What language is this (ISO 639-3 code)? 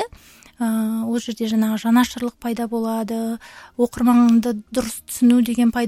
kaz